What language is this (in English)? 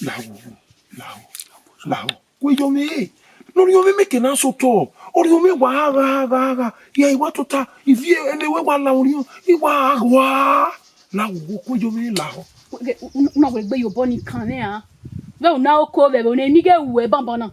Bini